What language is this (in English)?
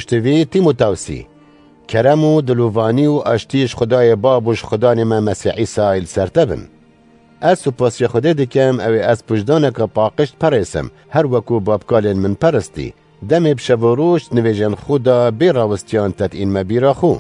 Kurdish